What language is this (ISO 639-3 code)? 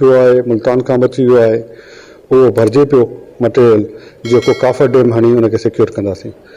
snd